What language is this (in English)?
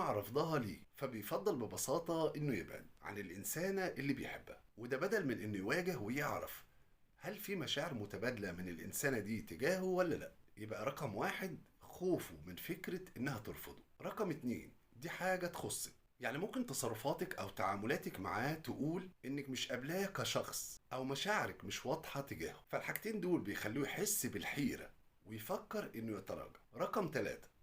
Egyptian Arabic